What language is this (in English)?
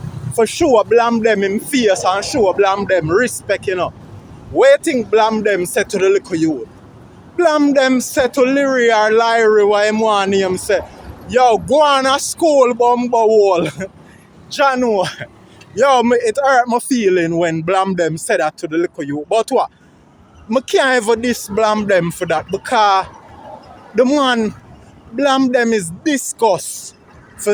Jamaican Creole English